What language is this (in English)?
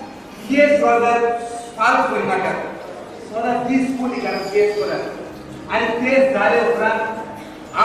Konkani